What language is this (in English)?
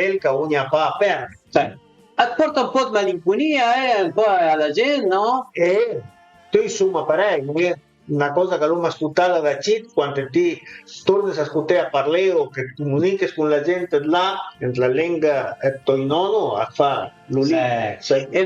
Piedmontese